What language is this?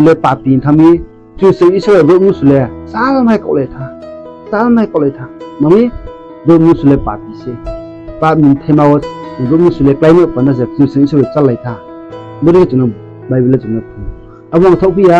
Riang (India)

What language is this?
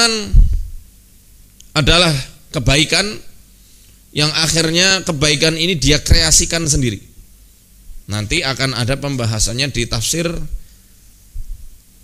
Indonesian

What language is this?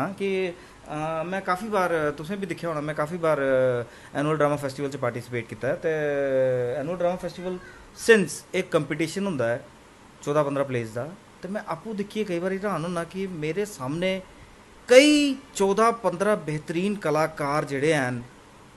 Dogri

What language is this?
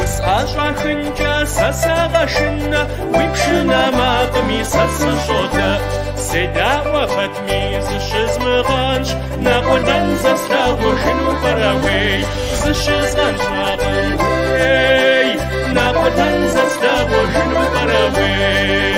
Kabardian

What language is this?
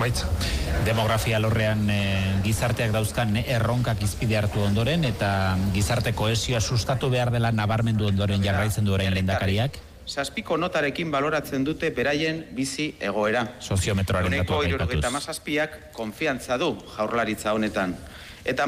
Basque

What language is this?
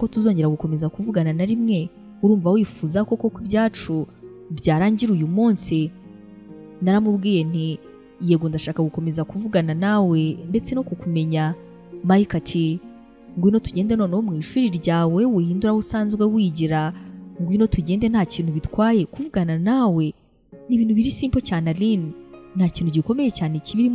Kinyarwanda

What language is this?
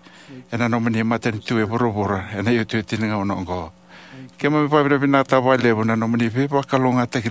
Fijian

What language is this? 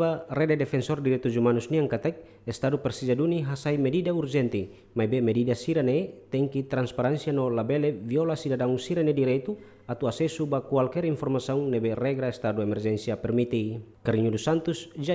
Tetum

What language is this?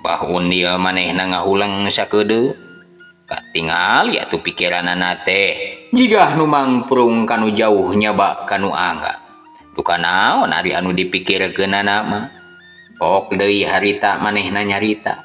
Sundanese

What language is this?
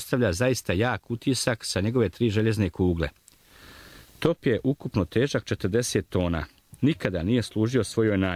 Bosnian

